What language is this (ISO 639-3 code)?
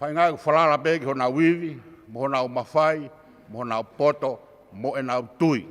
ton